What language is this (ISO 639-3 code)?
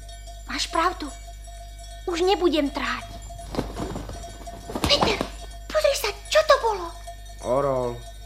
slk